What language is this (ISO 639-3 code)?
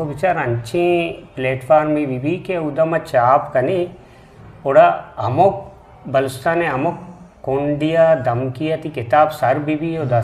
bgp